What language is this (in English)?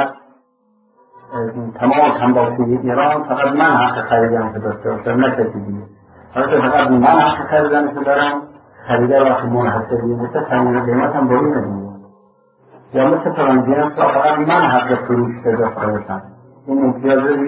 Persian